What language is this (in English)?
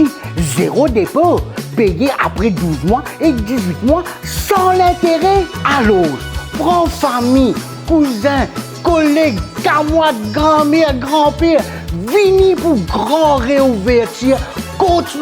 Morisyen